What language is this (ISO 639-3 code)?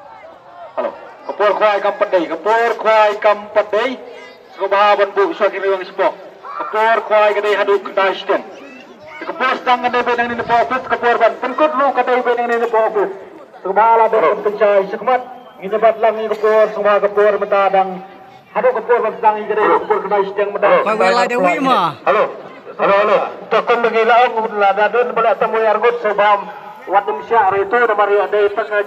kha